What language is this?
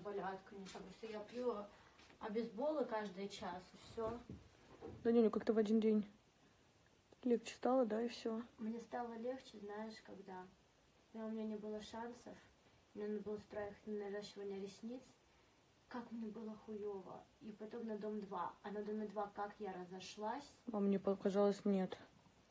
Russian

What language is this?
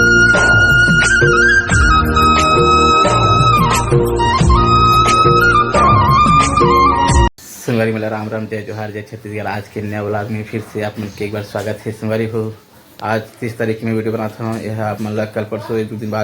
Chhattisgarhi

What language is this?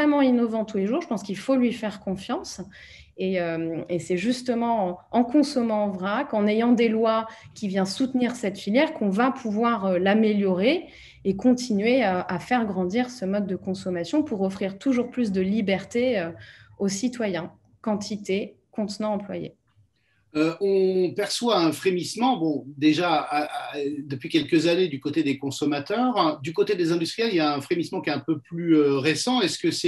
French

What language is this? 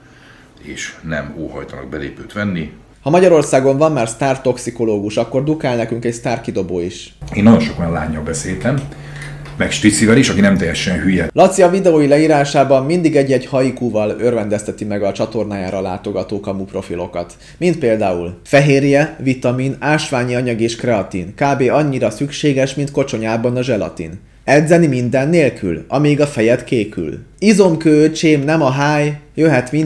Hungarian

